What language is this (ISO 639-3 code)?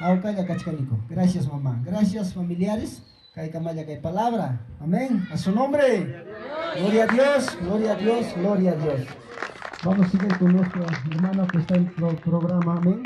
quy